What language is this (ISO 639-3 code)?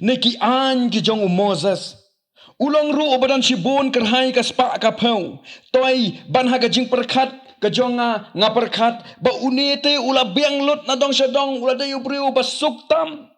kha